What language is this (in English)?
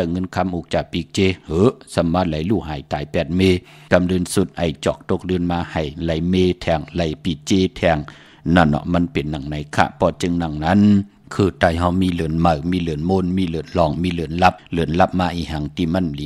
Shan